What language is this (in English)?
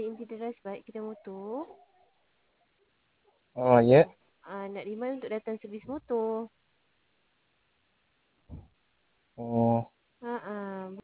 Malay